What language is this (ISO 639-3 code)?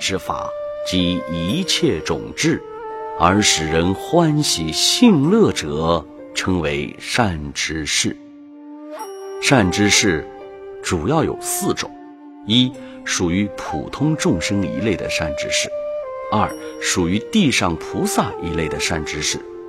zho